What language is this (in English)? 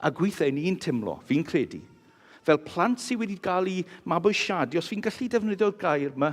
Welsh